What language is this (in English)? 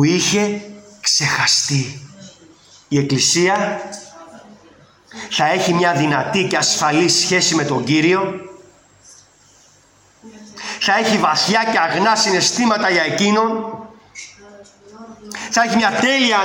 Greek